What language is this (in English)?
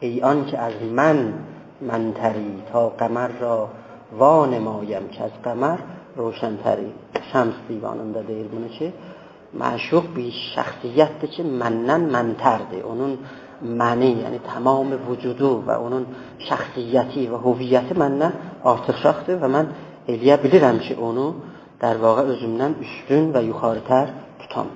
South Azerbaijani